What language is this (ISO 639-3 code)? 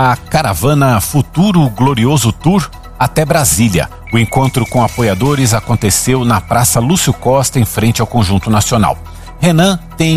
por